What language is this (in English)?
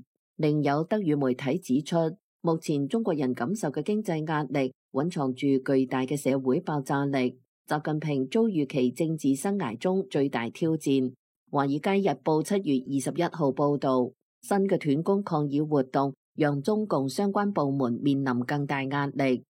Cantonese